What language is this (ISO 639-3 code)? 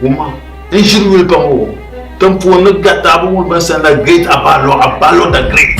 dag